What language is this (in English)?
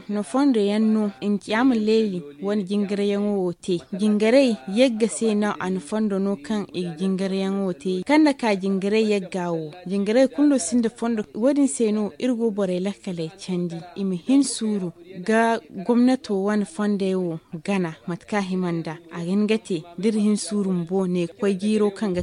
Zarma